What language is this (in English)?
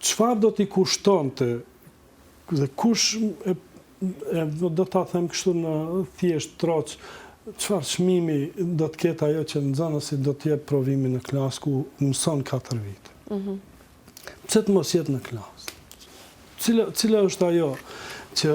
Albanian